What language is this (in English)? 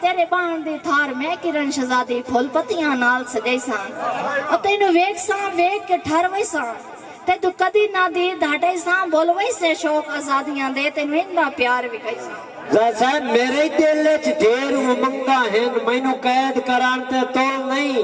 Saraiki